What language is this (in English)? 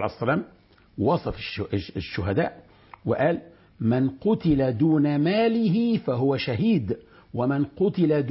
Arabic